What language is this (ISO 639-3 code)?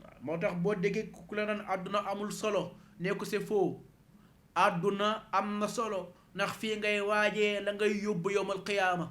wol